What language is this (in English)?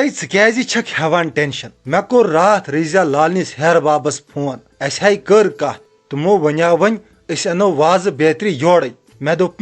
Kashmiri